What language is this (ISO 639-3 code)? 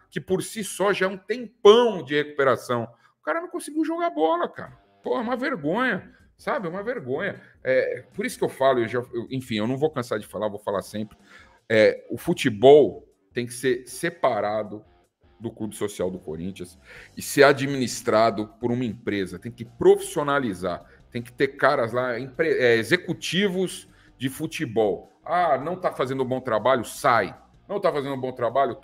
por